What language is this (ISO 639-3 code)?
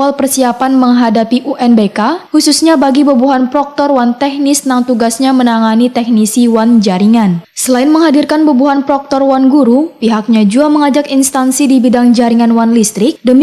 bjn